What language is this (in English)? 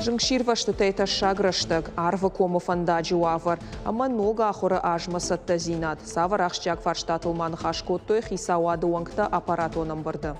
Ossetic